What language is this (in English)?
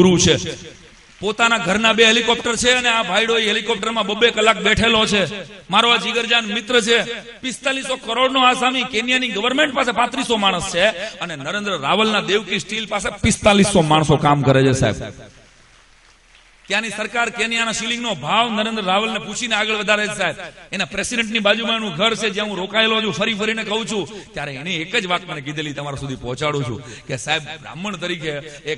Gujarati